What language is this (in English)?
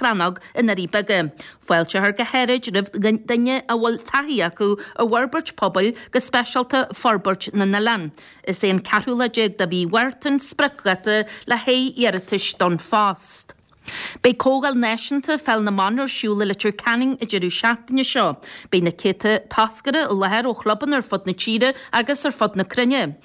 Irish